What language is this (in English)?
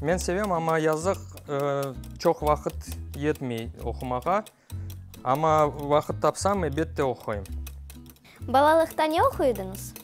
Crimean Tatar